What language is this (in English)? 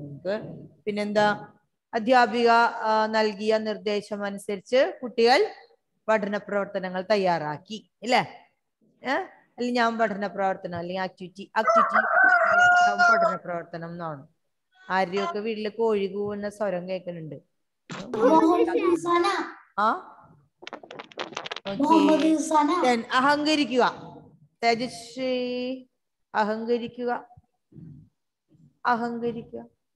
Malayalam